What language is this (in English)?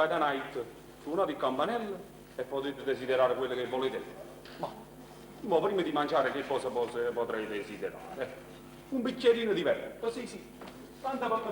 Neapolitan